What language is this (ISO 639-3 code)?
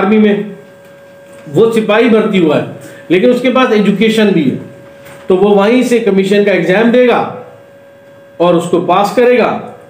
hin